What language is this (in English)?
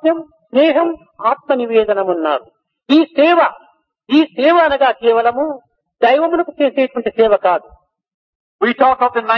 Telugu